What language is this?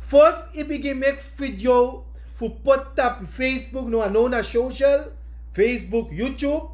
Sranan Tongo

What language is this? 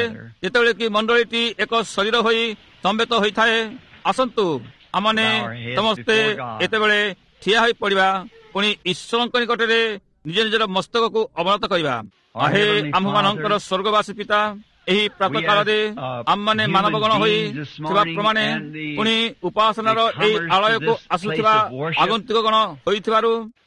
Odia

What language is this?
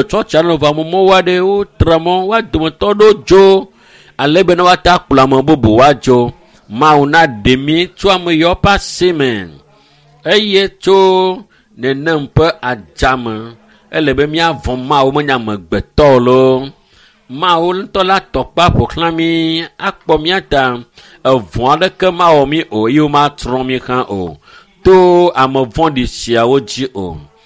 Ewe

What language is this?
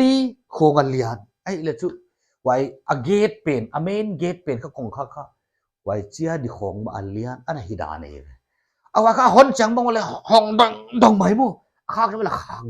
Paite Chin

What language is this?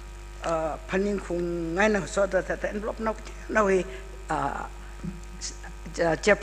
Tangkhul Naga (India)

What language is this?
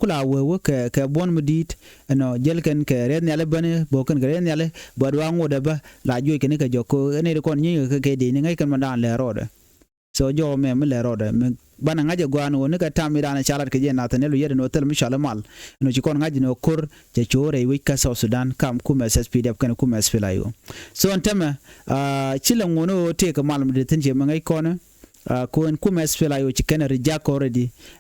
Nuer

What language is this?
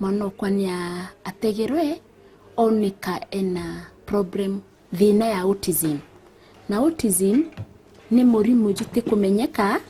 Meru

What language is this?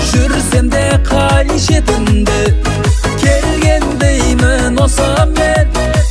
Kazakh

